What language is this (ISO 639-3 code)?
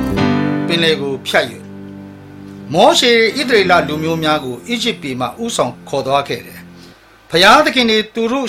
mya